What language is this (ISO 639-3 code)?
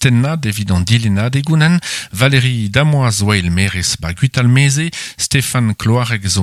bre